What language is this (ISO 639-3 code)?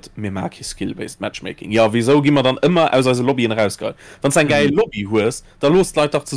ltz